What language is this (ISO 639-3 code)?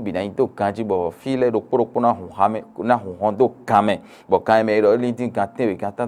fon